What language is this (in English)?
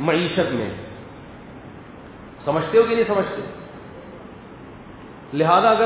Urdu